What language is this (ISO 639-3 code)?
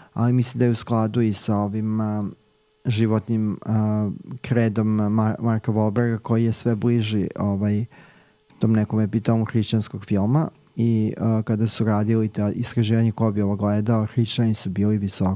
srp